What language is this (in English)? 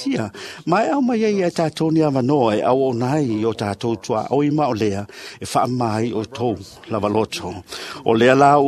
Samoan